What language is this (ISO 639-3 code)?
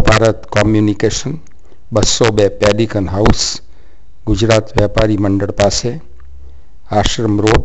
guj